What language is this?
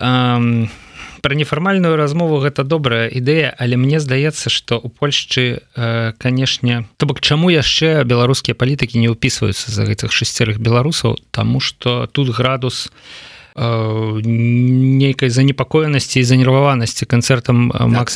Belarusian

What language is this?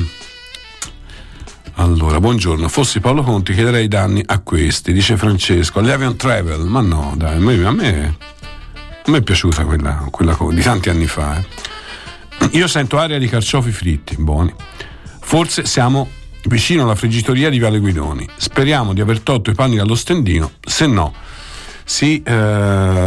Italian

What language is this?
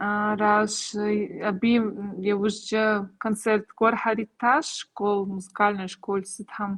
Kabardian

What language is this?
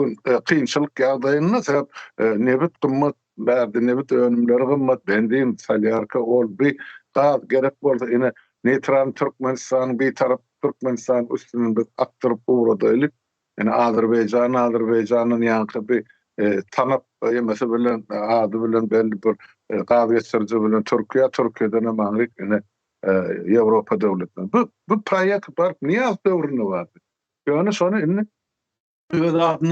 Turkmen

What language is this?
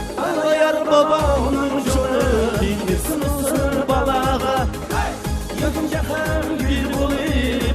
Kara-Kalpak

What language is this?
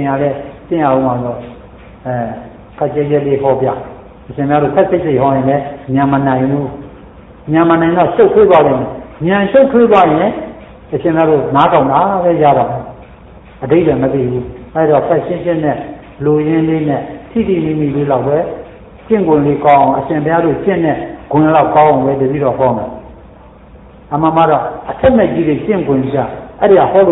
Burmese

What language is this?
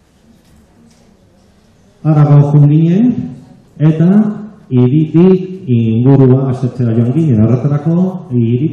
Basque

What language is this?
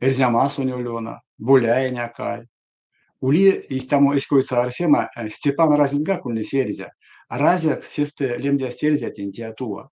Erzya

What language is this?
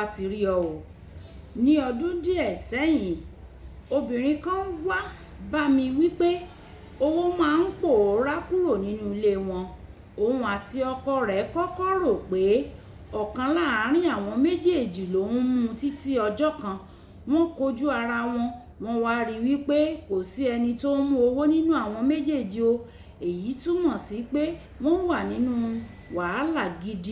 Yoruba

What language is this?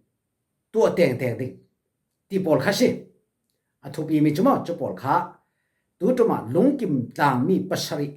Falam Chin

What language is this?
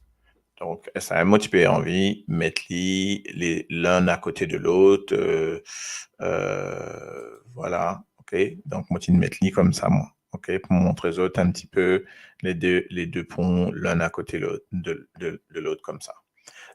Morisyen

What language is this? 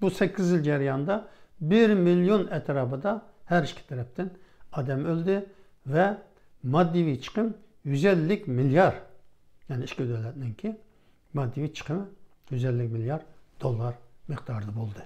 Uyghur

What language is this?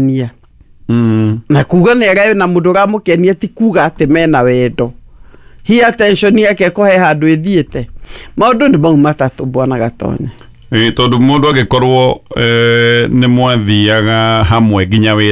Kikuyu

